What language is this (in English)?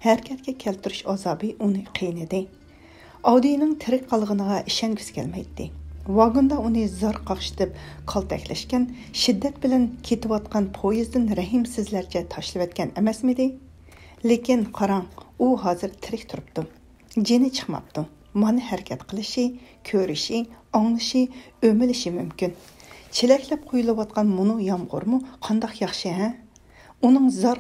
Uyghur